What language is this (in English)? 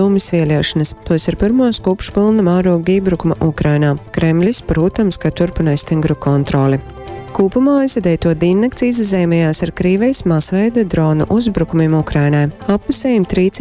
Latgalian